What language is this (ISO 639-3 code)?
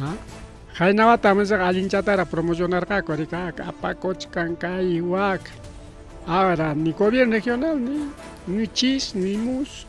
quy